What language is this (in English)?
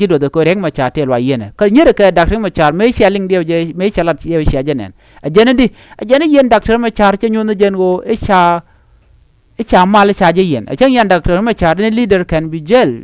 Nuer